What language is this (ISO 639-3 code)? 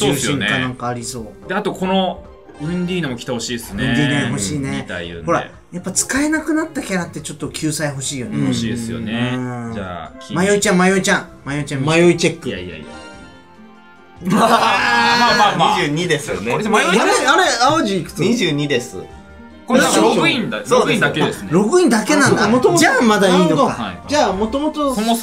jpn